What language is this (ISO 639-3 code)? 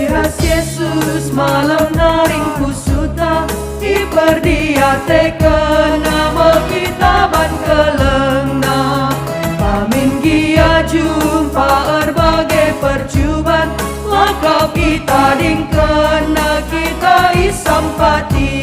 btx